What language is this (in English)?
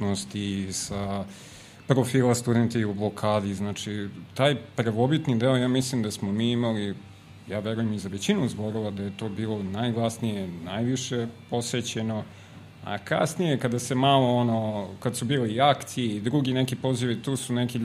Serbian